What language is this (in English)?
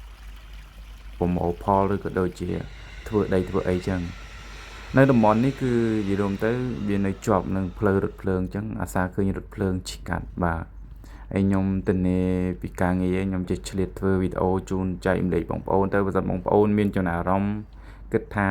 Khmer